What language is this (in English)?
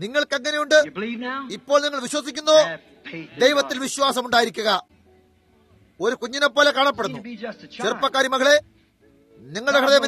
Malayalam